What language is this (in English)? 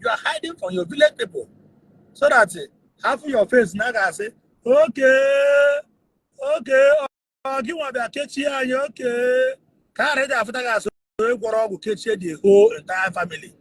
Igbo